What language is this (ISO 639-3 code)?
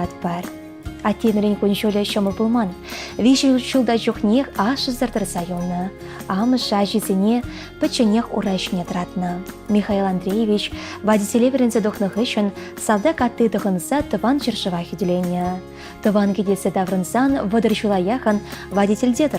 chv